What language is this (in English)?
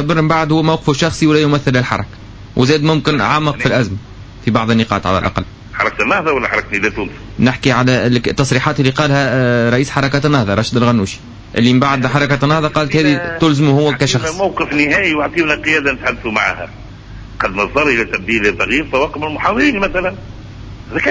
Tunisian Arabic